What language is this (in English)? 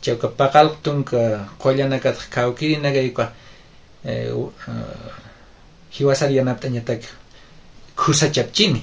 Aymara